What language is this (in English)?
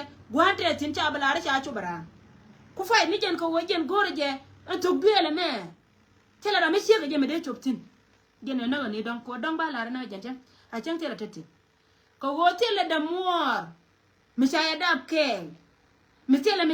Nuer